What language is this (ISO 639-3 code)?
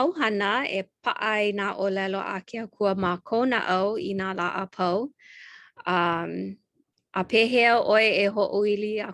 haw